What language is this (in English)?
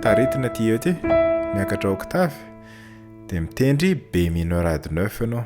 Malagasy